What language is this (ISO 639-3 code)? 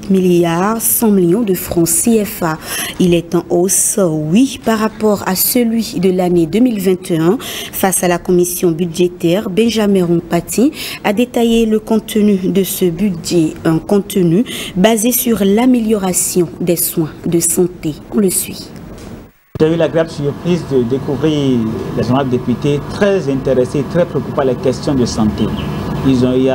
fra